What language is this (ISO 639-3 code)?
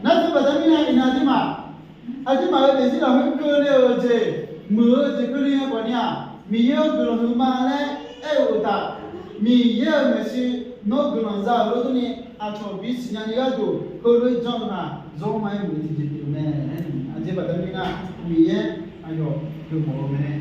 ahk